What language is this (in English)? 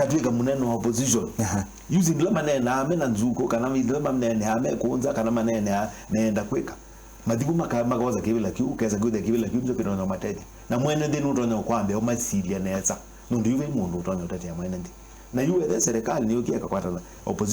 Kamba